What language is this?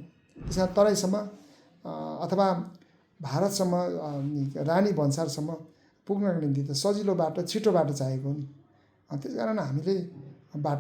Nepali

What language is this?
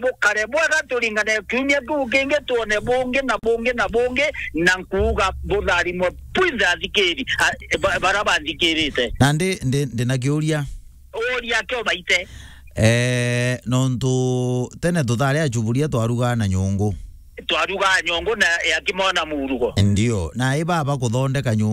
Meru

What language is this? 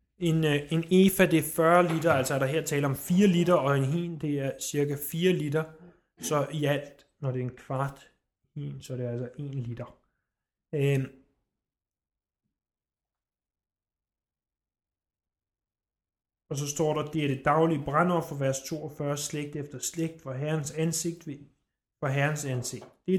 Danish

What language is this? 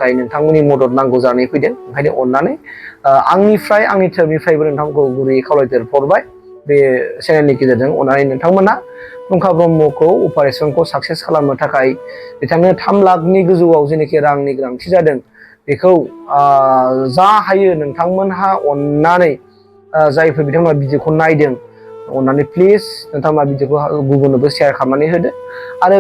Bodo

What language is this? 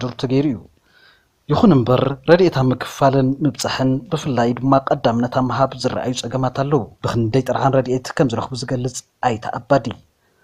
Tigrinya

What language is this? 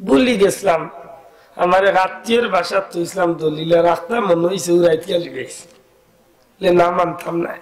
Sylheti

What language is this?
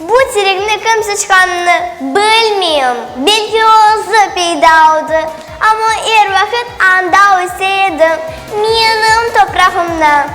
Crimean Tatar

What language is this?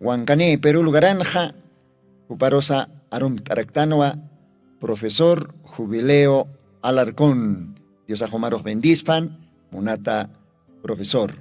Aymara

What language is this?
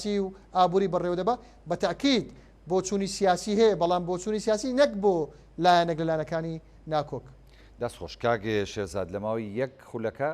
Central Kurdish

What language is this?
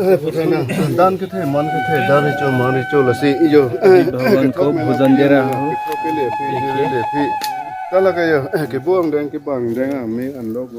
Karbi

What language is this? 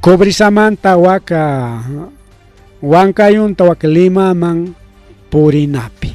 Ayacucho Quechua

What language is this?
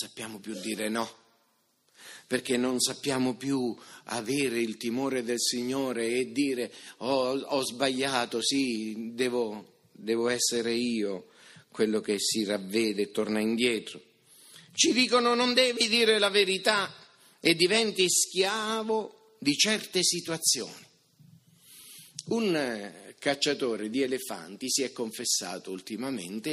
Italian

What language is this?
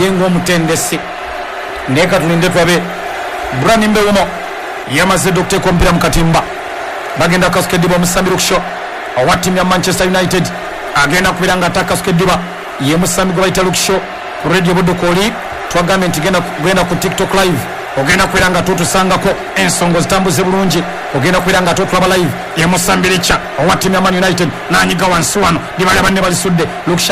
Ganda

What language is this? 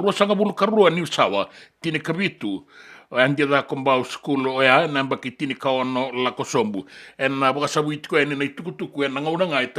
Fijian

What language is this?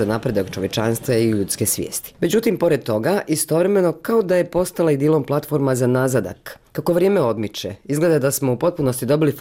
Bosnian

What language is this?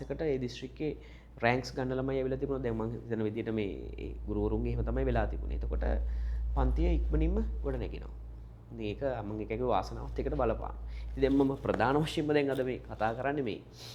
Sinhala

